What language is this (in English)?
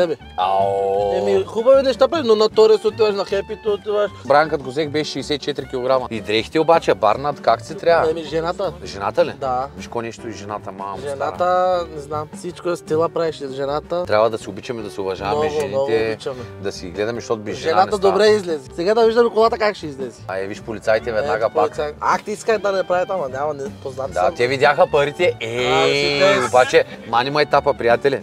Bulgarian